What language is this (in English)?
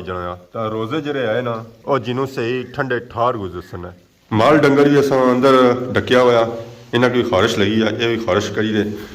Pahari-Potwari